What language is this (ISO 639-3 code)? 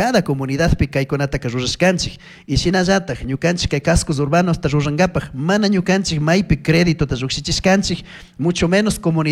qug